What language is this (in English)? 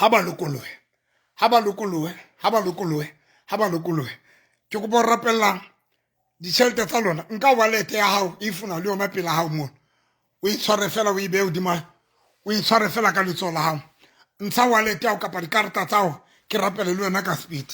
Southern Sotho